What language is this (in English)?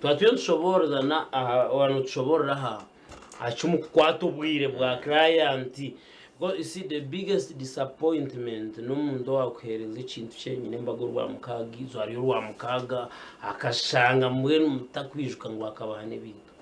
Nyankole